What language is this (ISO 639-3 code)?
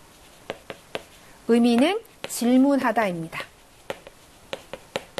kor